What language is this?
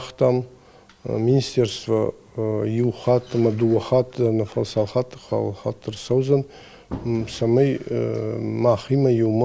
Ossetic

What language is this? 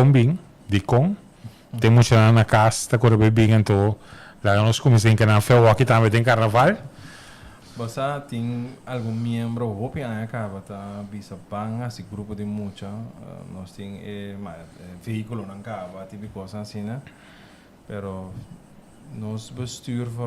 Papiamento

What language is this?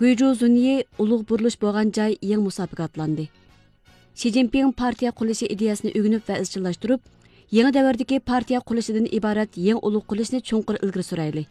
Uyghur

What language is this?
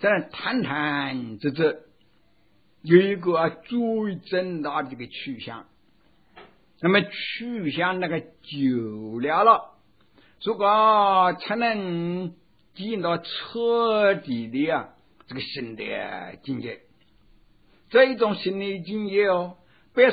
Chinese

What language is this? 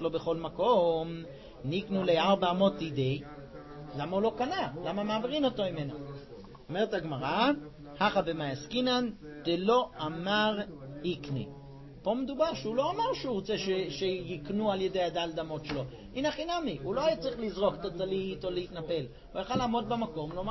Hebrew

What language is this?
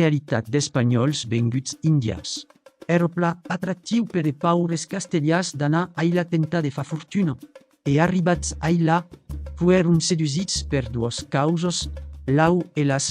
Occitan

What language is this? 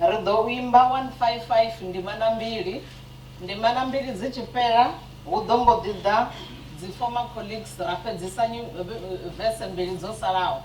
Venda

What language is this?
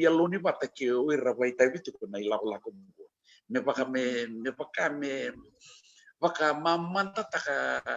Fijian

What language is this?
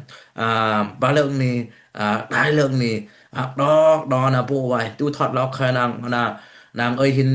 Dimasa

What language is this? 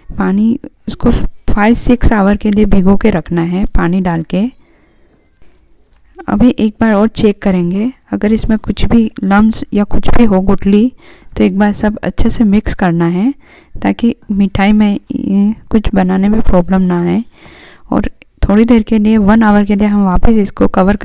Hindi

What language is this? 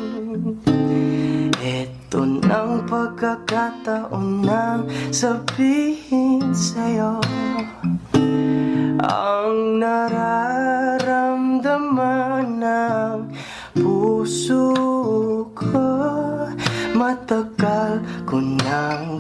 Filipino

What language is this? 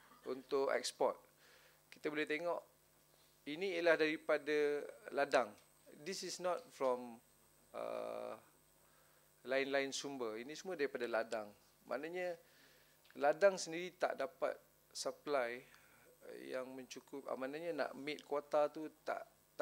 Malay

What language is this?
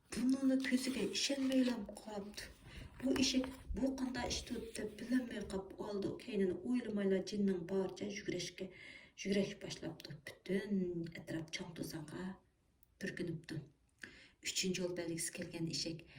Uyghur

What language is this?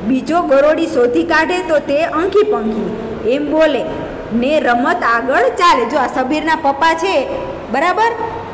Gujarati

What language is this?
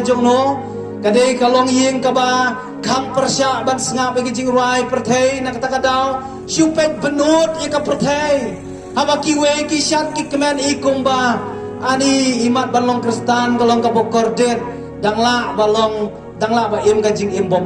Khasi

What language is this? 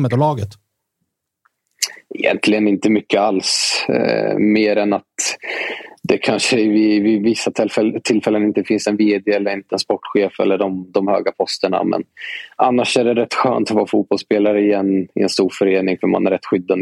Swedish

